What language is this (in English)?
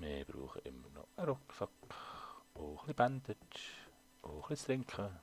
Swiss German